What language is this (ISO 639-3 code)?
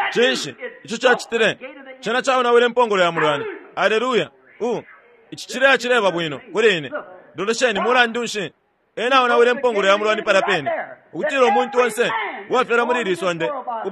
bem